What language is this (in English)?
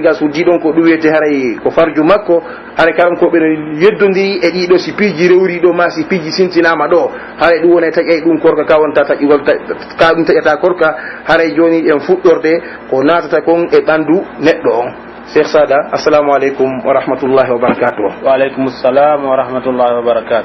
Pular